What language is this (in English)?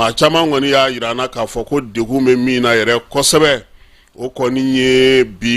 Bambara